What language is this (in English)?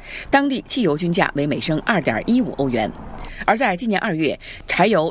Chinese